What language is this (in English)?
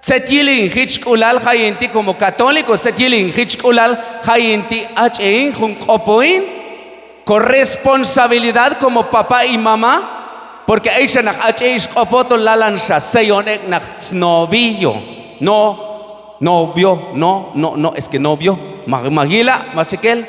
Q'anjob'al